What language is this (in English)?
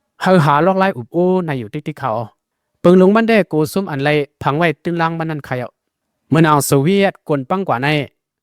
Shan